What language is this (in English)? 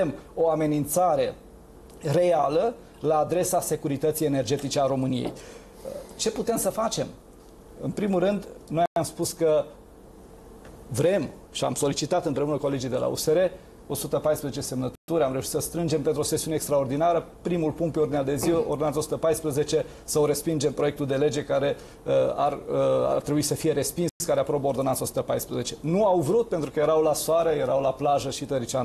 Romanian